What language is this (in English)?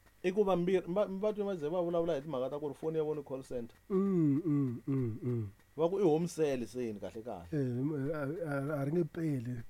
Tsonga